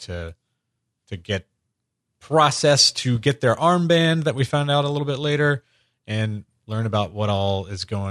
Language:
English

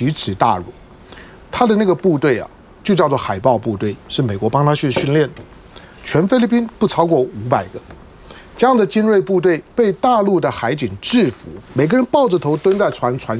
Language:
Chinese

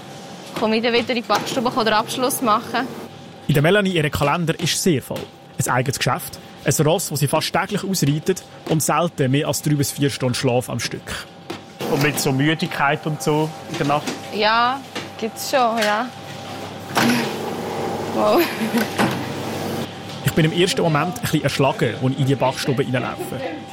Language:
German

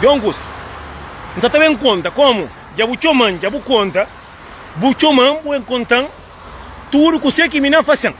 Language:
Kabuverdianu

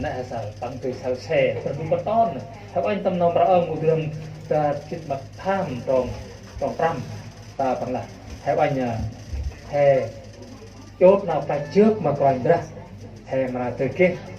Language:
Central Mnong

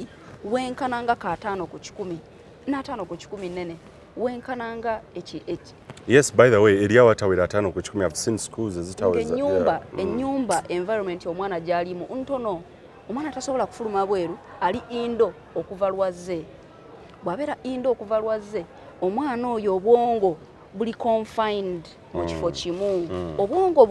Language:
Ganda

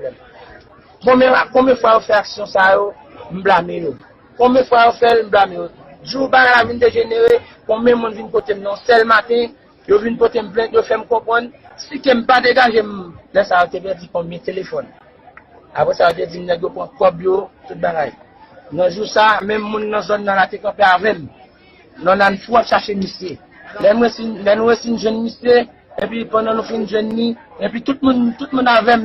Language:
Haitian Creole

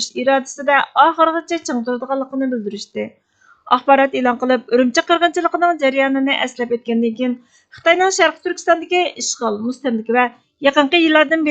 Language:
Uyghur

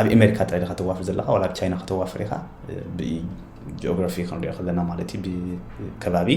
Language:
Tigrinya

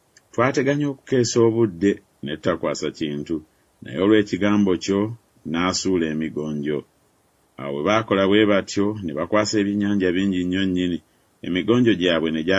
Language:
Ganda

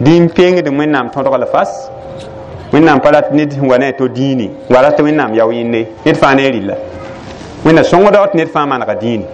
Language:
Mossi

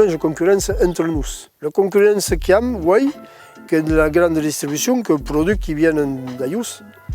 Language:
Occitan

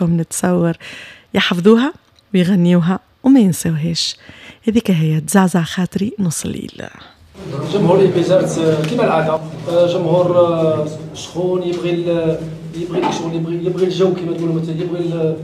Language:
Tunisian Arabic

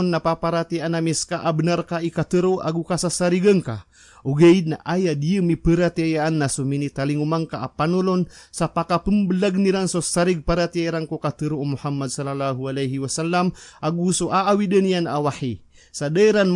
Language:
Maranao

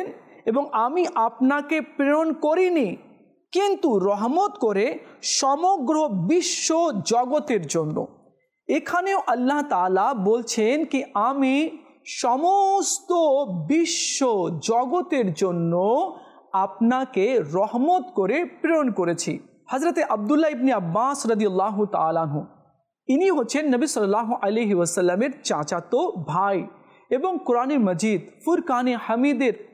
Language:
Bangla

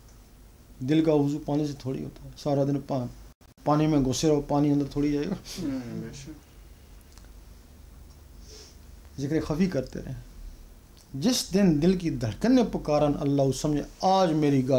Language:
Urdu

